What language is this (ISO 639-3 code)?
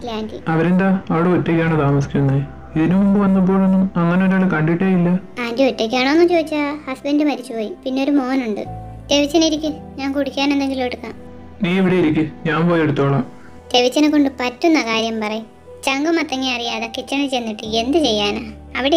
mal